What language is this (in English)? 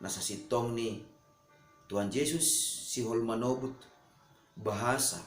Batak Simalungun